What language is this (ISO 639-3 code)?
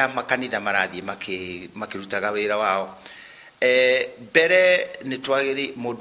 kik